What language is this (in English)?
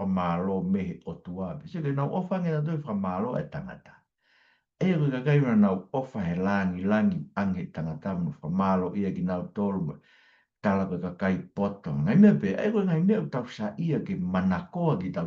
Tongan